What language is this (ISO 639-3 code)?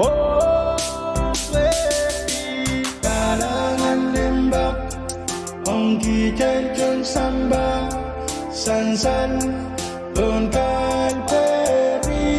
pon